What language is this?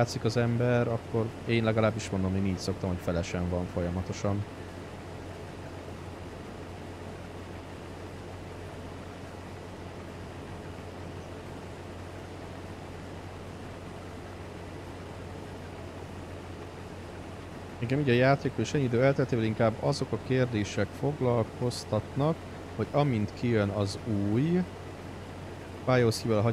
Hungarian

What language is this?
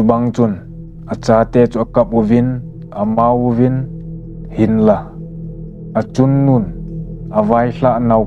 Thado Chin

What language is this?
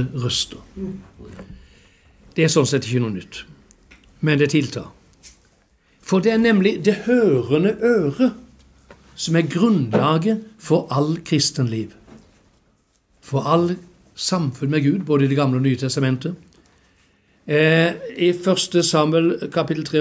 Norwegian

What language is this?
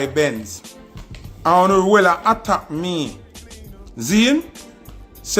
Jamaican Creole English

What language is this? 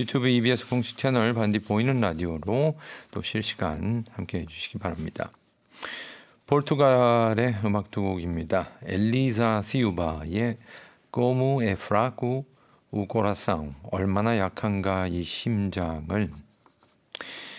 Korean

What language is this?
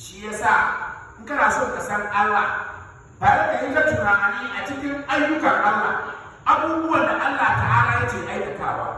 Hausa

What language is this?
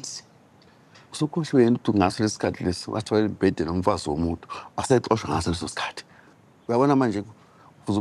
Zulu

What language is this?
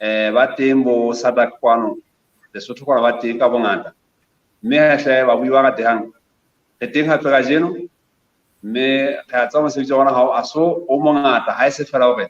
Southern Sotho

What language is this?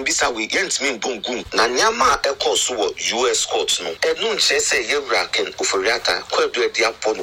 Akan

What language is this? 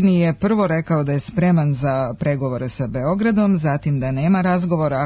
Serbian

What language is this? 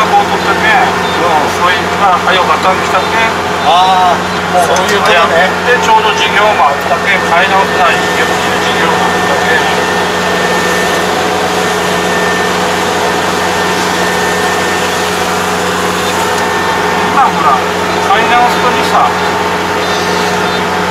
Japanese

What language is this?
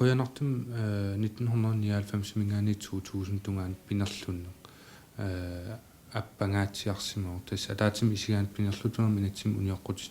Kalaallisut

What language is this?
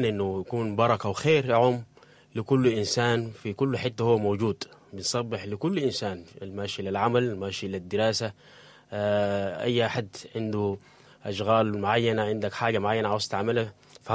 Sudanese Arabic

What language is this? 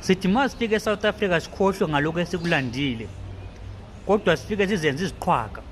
Zulu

